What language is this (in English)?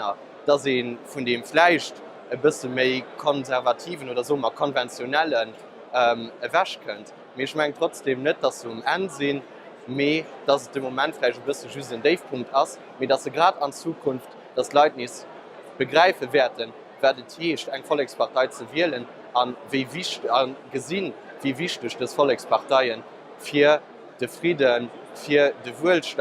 Luxembourgish